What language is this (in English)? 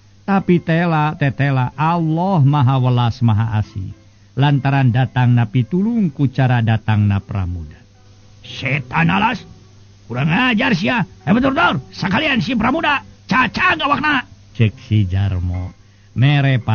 Sundanese